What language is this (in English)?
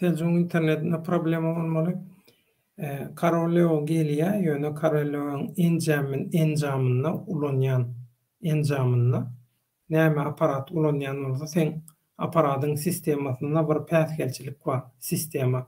Turkmen